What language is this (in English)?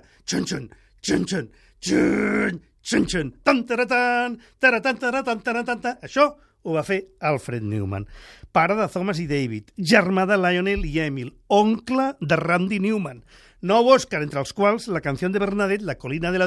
Catalan